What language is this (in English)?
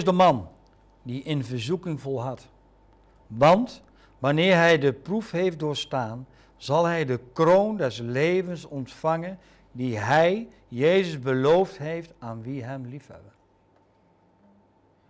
Dutch